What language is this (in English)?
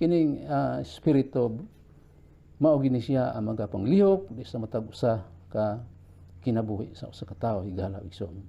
Cebuano